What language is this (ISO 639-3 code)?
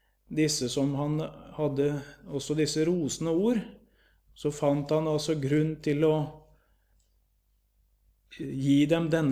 nor